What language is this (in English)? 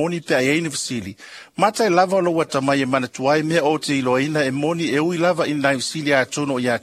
Samoan